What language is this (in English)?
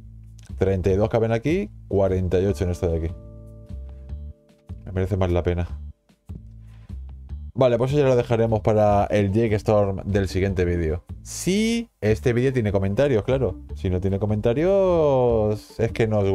Spanish